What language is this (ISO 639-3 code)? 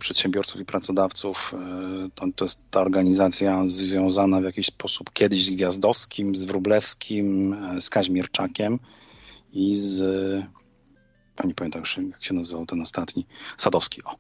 pol